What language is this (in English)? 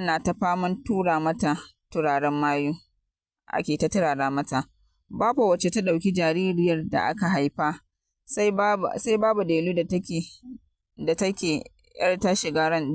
Hausa